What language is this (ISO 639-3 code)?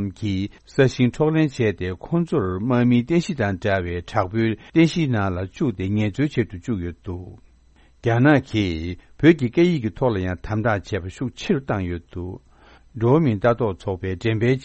bod